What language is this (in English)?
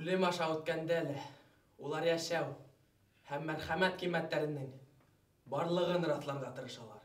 Bashkir